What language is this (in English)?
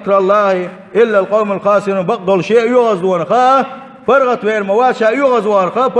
Chechen